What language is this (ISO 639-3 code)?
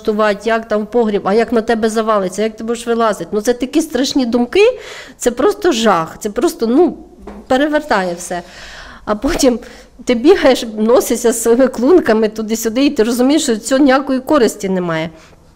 ukr